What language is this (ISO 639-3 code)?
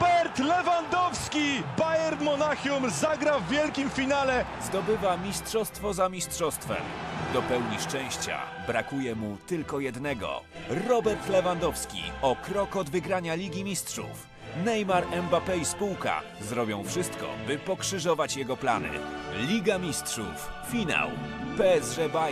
pol